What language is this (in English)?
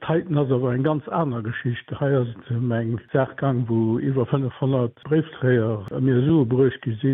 Luxembourgish